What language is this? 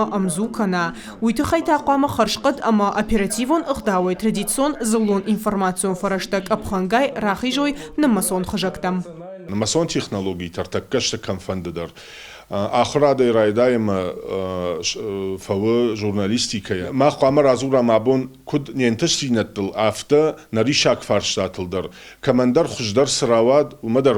Ossetic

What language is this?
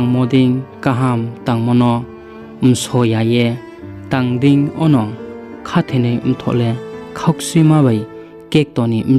Riang (India)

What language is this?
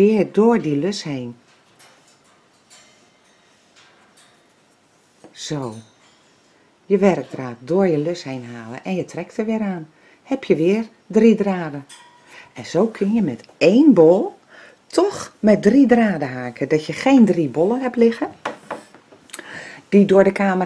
Dutch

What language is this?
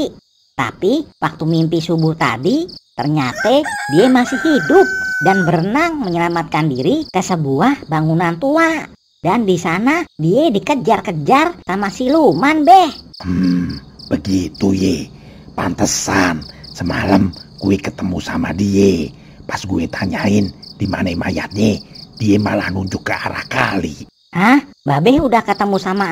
Betawi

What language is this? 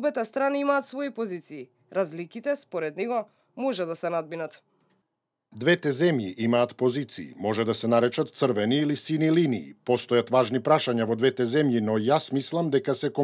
Macedonian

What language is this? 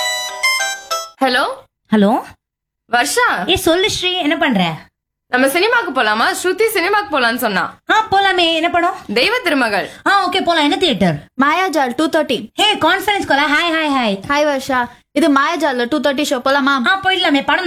Tamil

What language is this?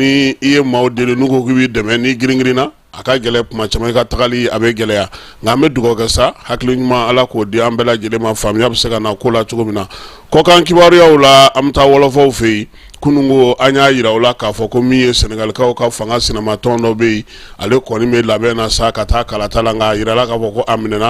Bambara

